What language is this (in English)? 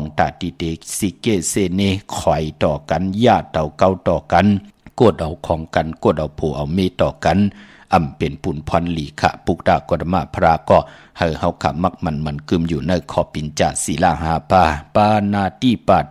Shan